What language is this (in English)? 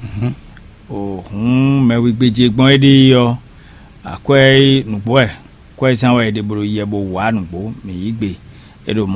Fon